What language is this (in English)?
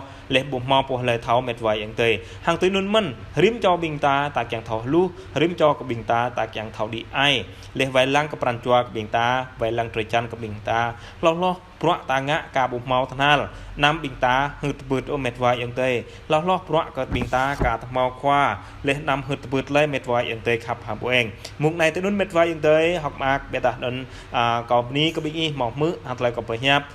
Jarai